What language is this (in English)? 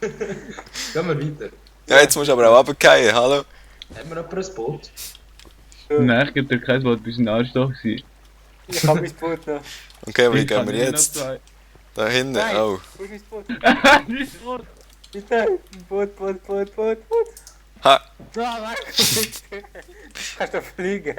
Swiss German